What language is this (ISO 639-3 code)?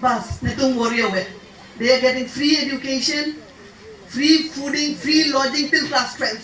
mjw